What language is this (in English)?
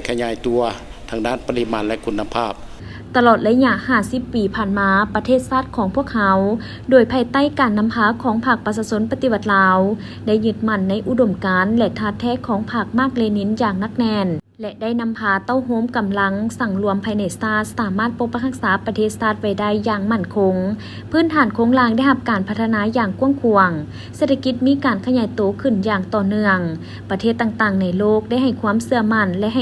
Lao